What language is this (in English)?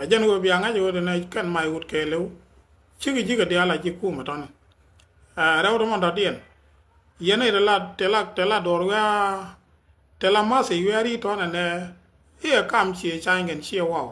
Nuer